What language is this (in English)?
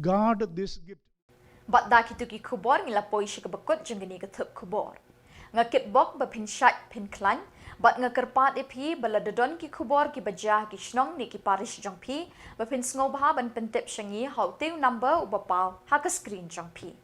Khasi